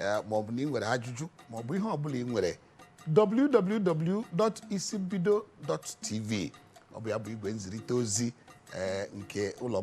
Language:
Igbo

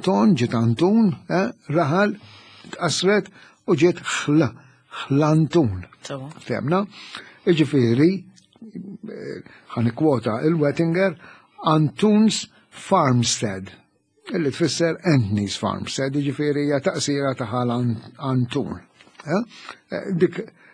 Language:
Maltese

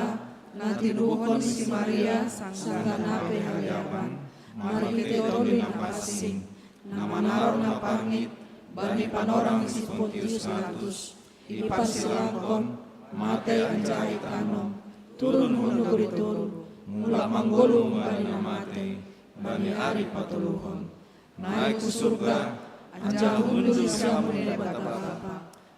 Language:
Batak Simalungun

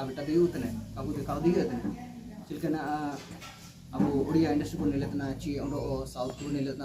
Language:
Santali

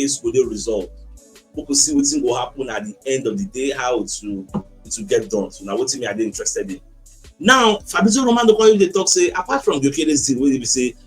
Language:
Nigerian Pidgin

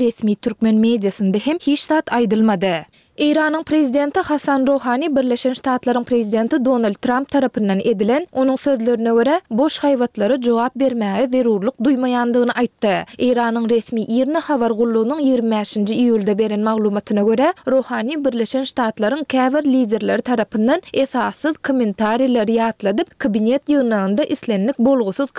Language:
Turkmen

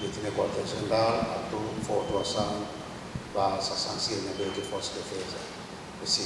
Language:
Tetum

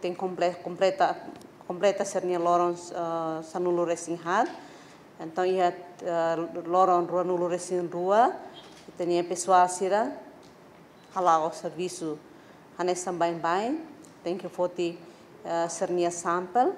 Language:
Tetum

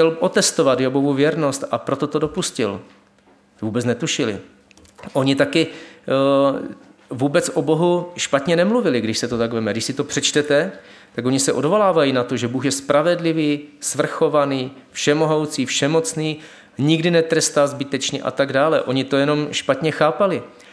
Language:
Czech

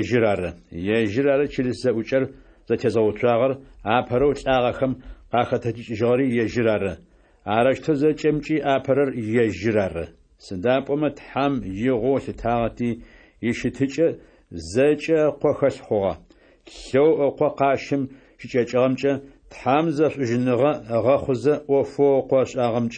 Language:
Adyghe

